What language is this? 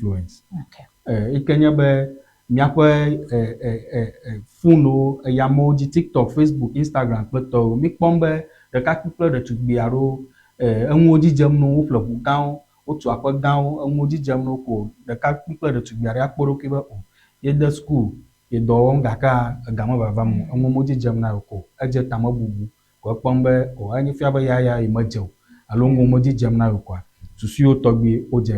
Ewe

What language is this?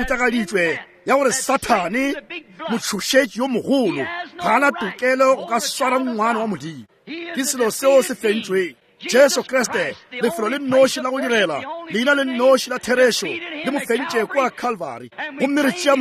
Northern Sotho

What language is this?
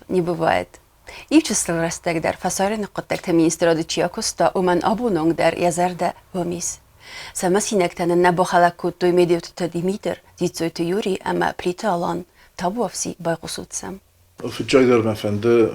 Ossetic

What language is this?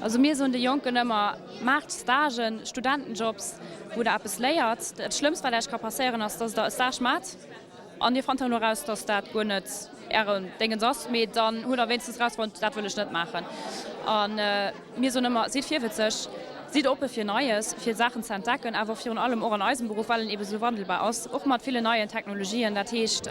Luxembourgish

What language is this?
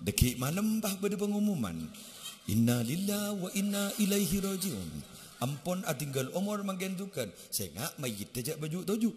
Madurese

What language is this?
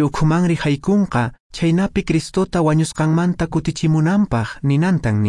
Quechua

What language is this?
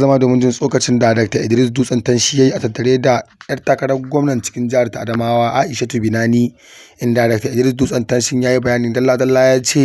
Hausa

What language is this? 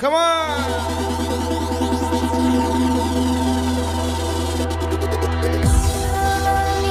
Indonesian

